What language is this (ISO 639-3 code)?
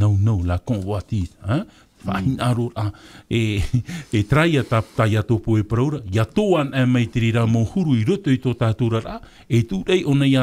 tah